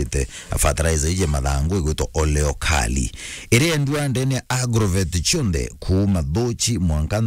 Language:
Meru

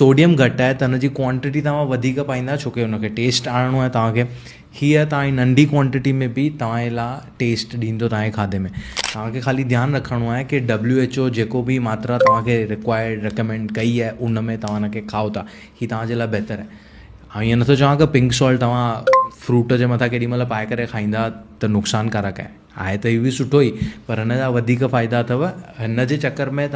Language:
Sindhi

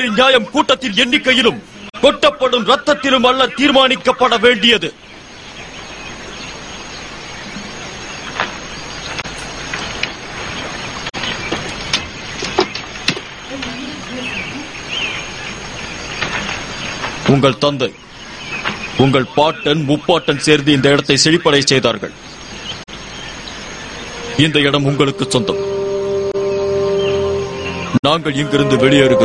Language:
Tamil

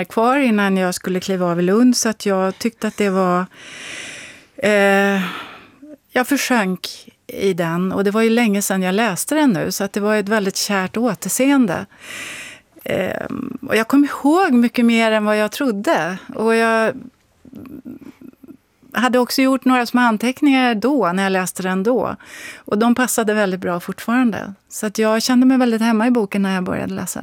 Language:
Swedish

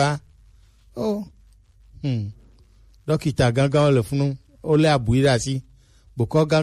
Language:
Gen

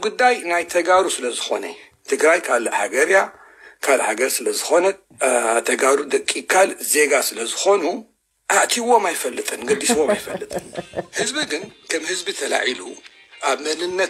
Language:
Tigrinya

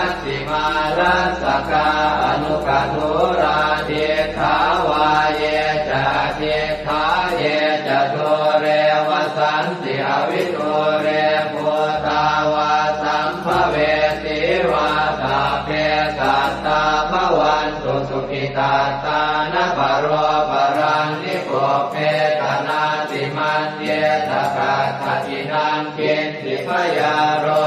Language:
Pali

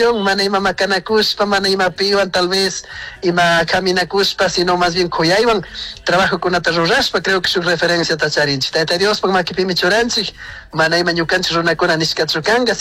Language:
Chimborazo Highland Quichua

